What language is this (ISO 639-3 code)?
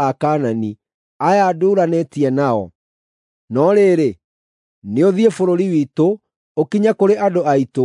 kik